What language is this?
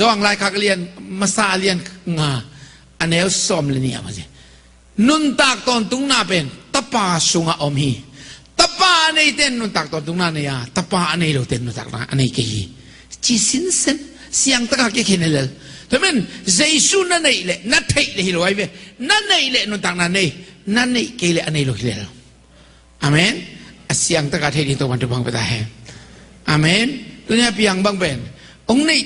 Tedim Chin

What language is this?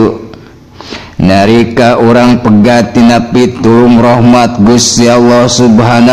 Sundanese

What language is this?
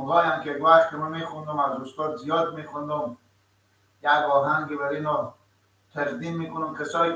Persian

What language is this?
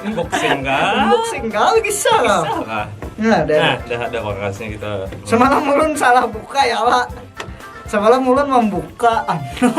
Banjar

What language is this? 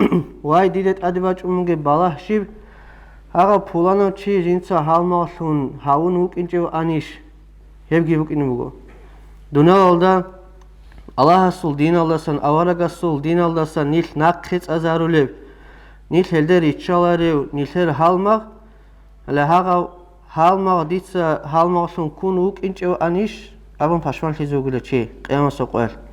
Avaric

